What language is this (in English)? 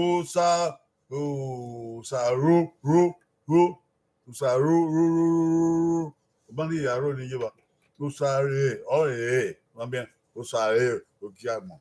Bini